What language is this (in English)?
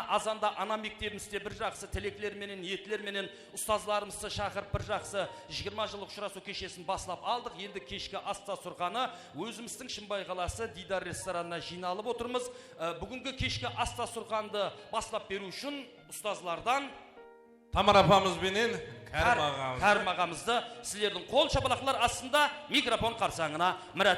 Kara-Kalpak